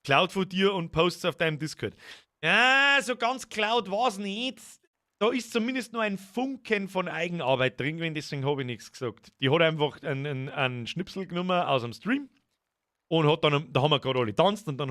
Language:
Bavarian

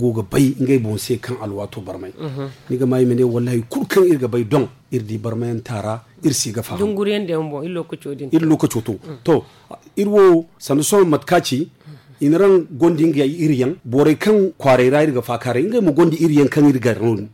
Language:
Zarma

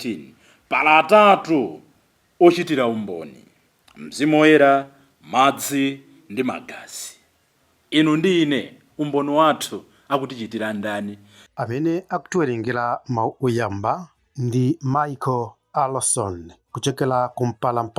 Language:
Nyanja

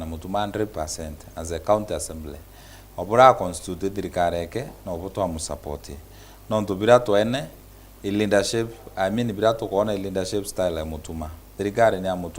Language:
Meru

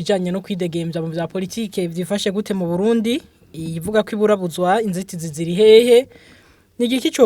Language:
Rundi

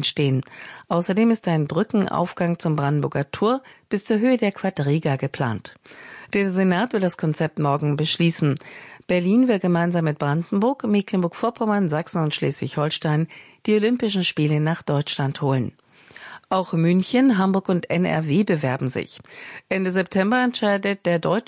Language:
German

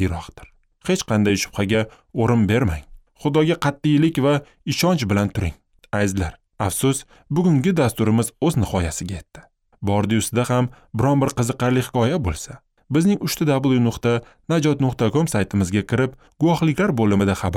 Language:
Uzbek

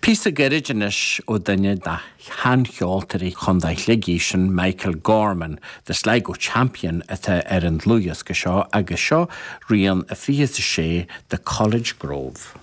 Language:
Irish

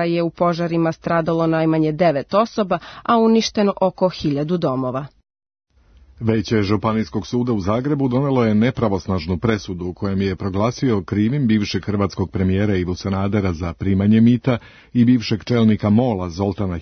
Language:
Serbian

